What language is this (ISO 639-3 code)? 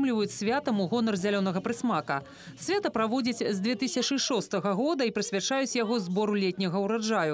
bel